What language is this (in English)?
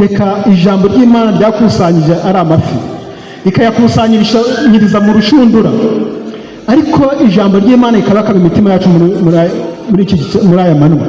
Kinyarwanda